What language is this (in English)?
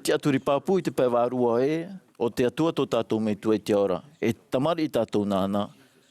Tahitian